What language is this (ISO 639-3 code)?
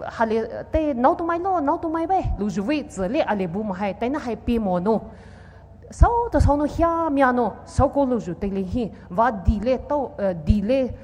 pmx